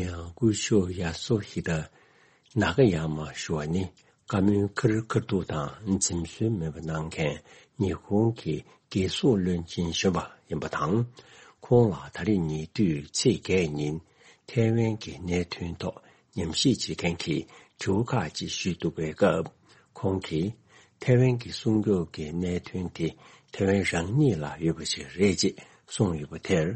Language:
Tibetan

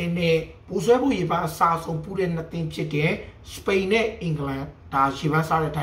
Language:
Burmese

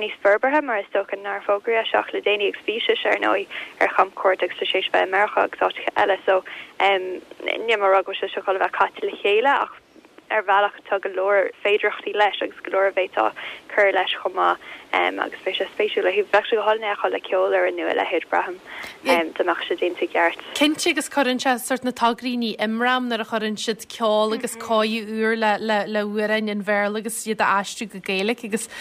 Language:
Irish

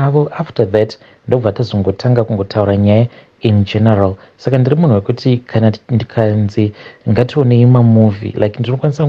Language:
Shona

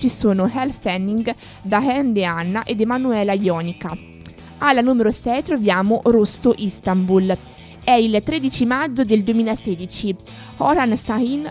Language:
Italian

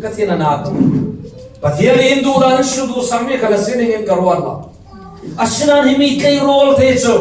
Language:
Falam Chin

